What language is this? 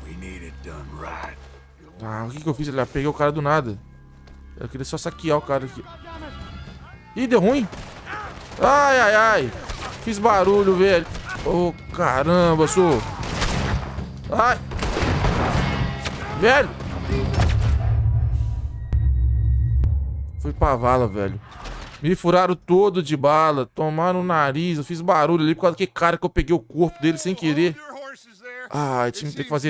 Portuguese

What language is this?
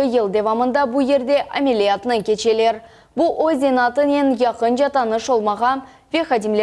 Crimean Tatar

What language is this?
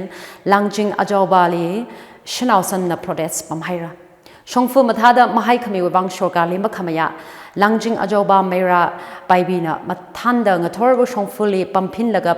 Tangkhul Naga (India)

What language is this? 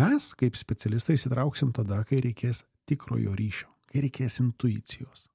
Lithuanian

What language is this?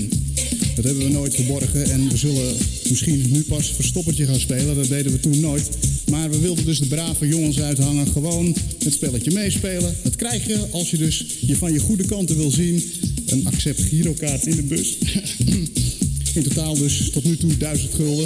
Dutch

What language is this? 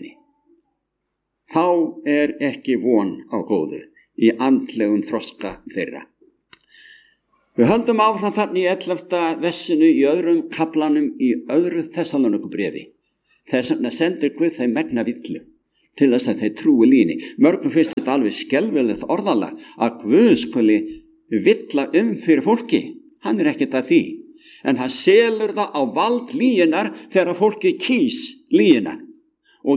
Icelandic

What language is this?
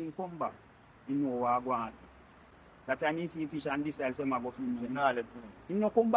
Jamaican Creole English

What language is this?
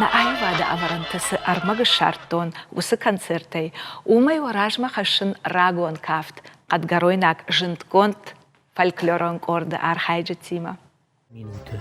Ossetic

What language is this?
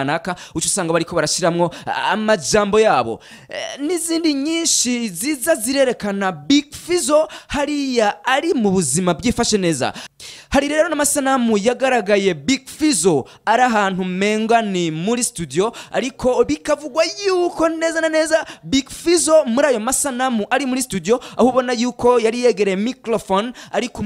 Rundi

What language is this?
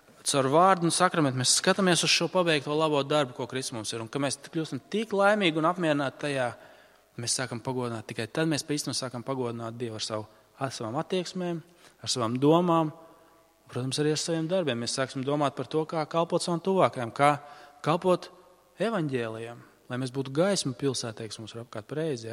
Latvian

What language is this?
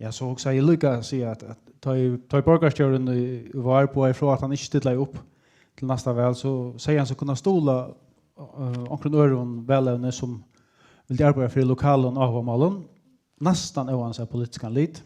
Faroese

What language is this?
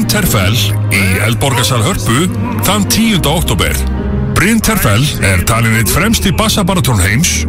Icelandic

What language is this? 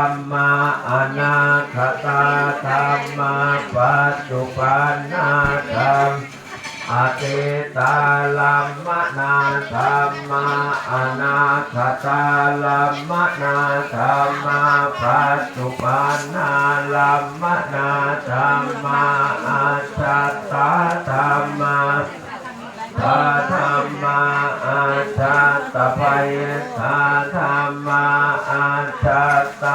Pali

